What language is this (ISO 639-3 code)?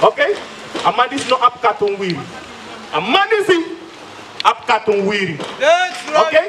srn